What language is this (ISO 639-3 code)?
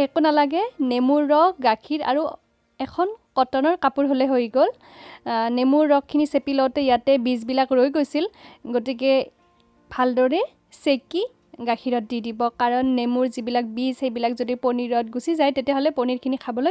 asm